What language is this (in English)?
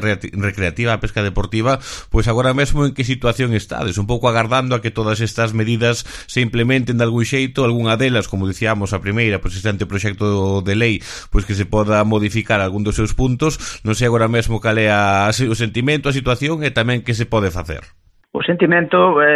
Galician